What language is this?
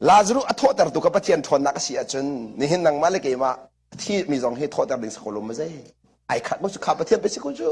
Hakha Chin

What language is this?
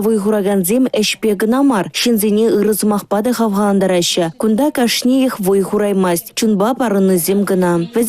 Chuvash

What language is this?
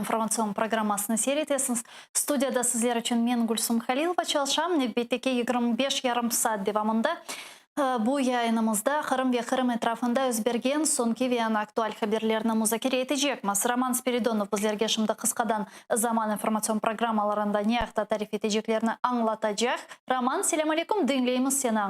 Crimean Tatar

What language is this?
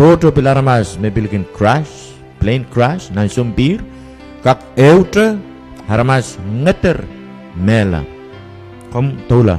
Pohnpeian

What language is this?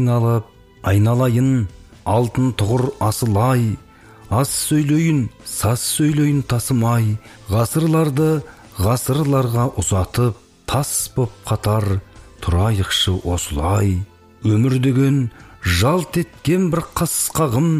Kazakh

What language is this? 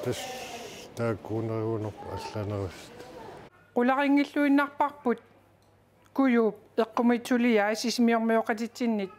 Kalaallisut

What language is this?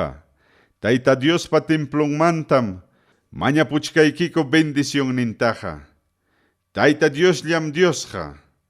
Ayacucho Quechua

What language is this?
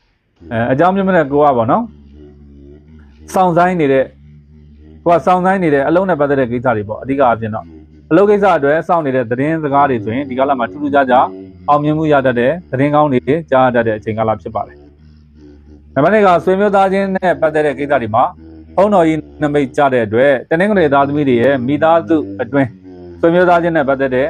Burmese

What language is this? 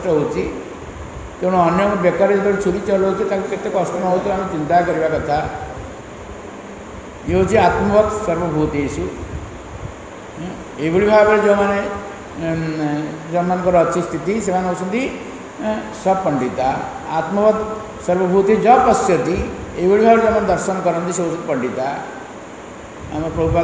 Odia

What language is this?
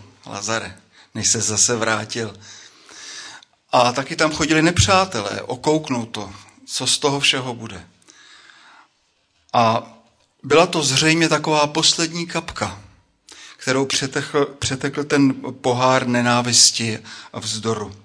Czech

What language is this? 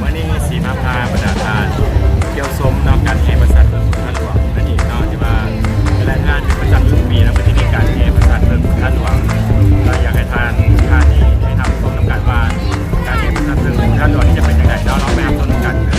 Lao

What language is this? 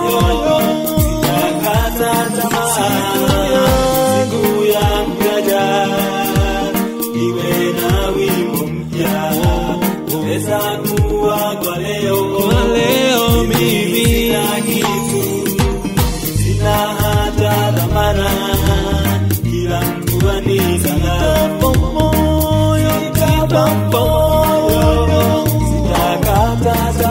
Swahili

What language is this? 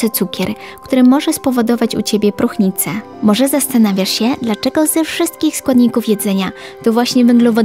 Polish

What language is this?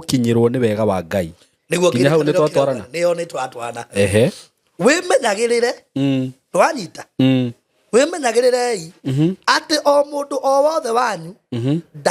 Kikuyu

